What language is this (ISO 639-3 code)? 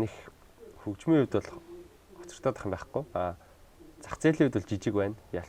mon